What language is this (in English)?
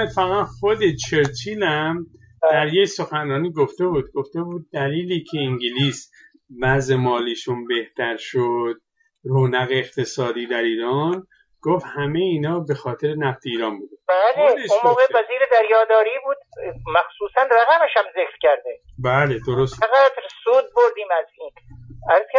Persian